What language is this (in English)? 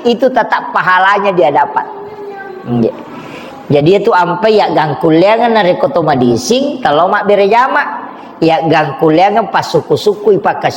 Buginese